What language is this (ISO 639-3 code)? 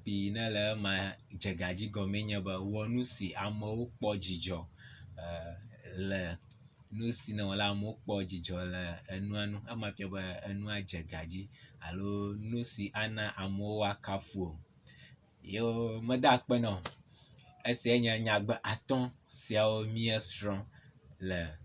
ewe